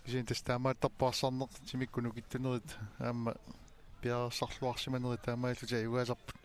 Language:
Kalaallisut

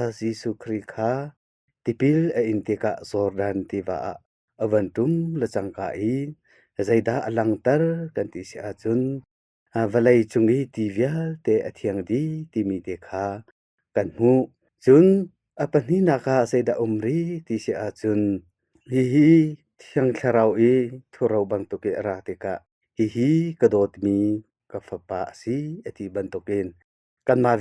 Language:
Hakha Chin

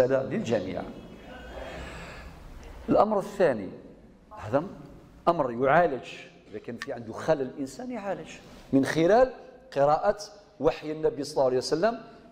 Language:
Arabic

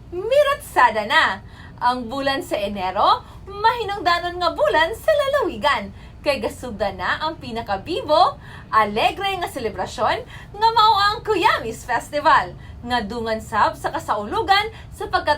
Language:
Cebuano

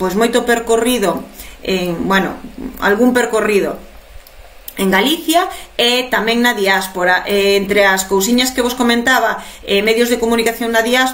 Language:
Galician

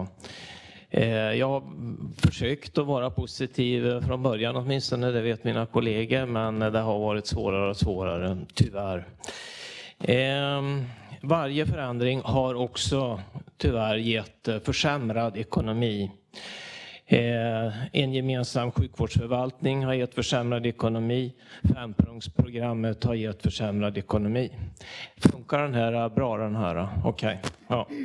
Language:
Swedish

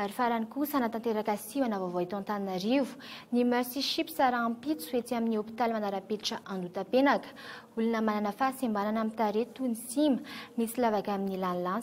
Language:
Malagasy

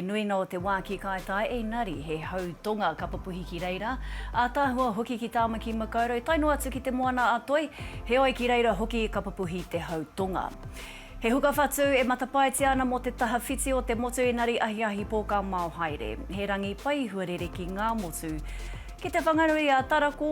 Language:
Māori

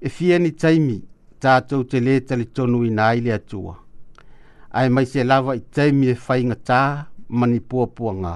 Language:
Samoan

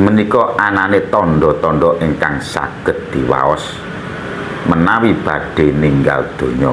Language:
Javanese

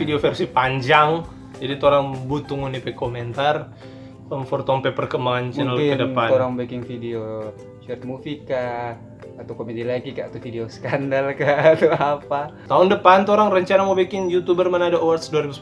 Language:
Manado Malay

